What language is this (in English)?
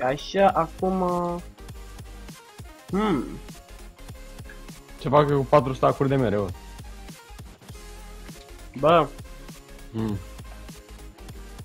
Romanian